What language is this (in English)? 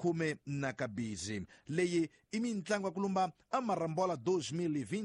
Tsonga